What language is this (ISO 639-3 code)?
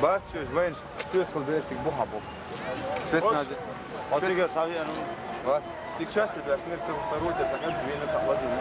che